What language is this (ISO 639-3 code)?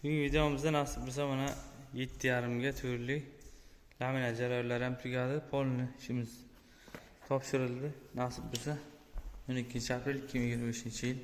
uzb